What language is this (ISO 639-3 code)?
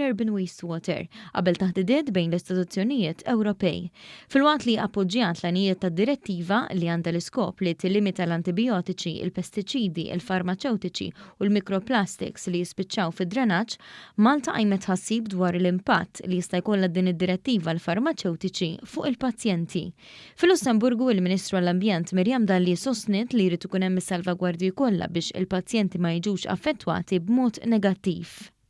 mlt